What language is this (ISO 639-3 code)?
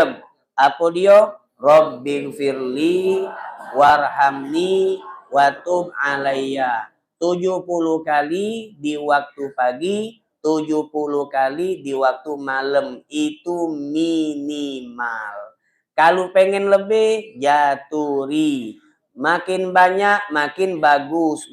mui